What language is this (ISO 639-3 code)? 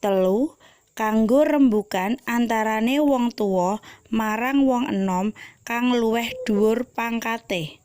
jav